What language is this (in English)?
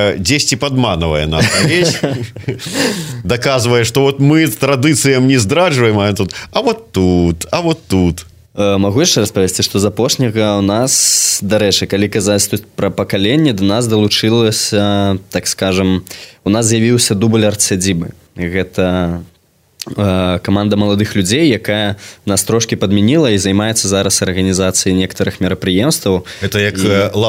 Belarusian